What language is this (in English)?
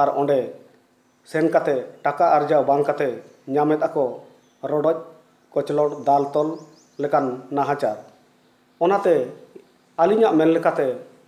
Santali